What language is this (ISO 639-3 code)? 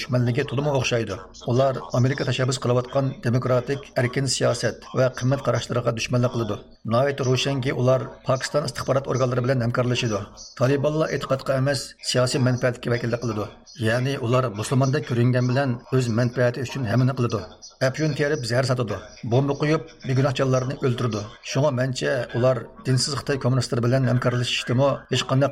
uig